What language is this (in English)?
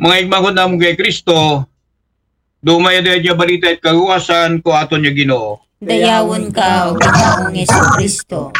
Aklanon